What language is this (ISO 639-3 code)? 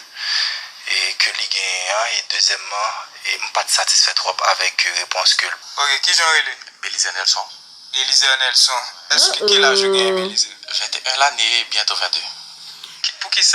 hat